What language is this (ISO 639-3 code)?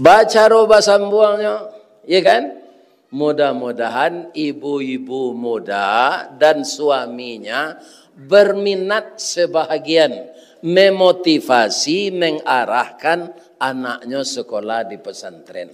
min